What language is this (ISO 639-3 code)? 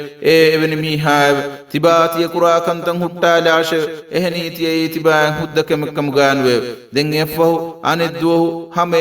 div